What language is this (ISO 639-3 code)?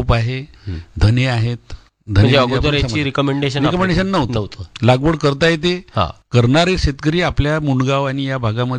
mar